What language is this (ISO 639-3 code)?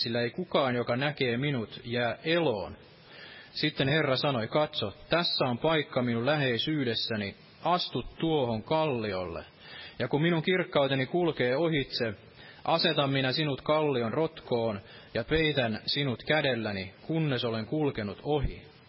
fin